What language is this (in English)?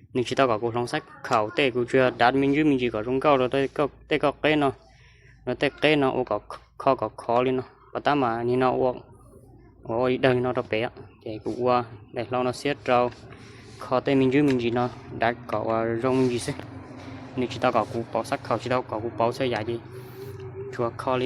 Hmong